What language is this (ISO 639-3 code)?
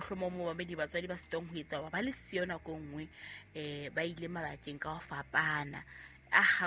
sot